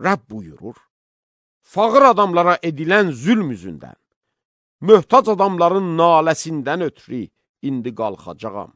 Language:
Azerbaijani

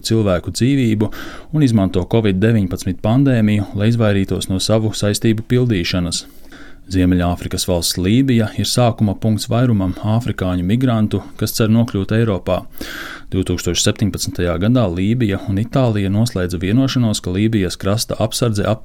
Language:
Latvian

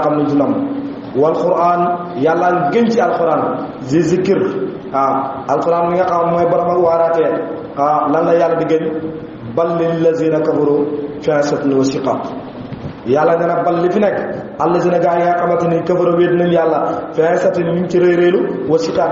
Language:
Wolof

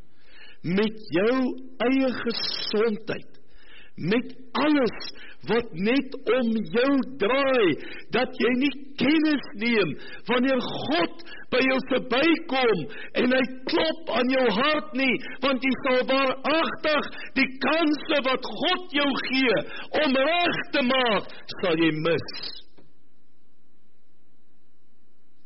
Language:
Afrikaans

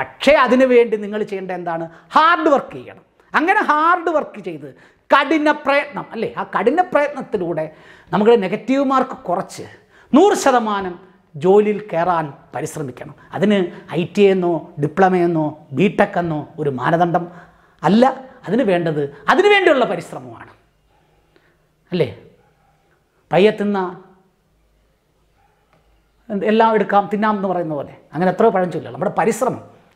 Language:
Malayalam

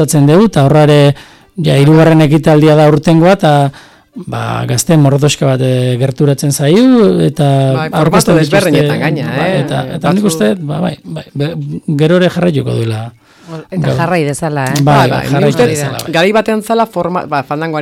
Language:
Basque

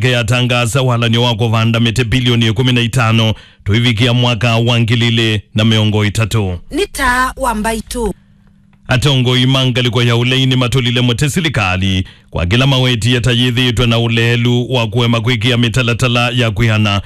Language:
Kamba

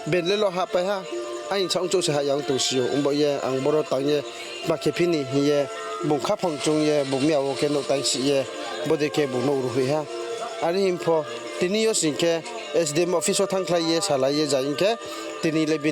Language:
Riang (India)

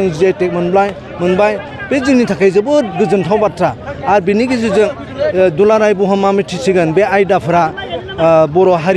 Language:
Bodo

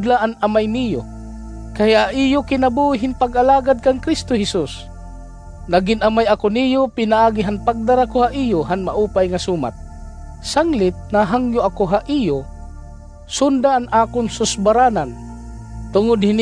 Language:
Waray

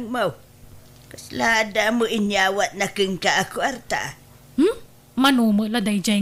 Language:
Iloko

